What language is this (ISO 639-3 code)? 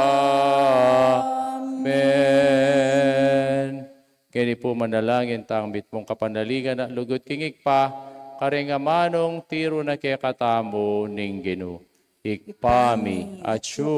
pam